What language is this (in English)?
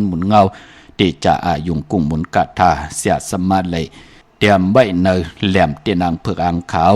Shan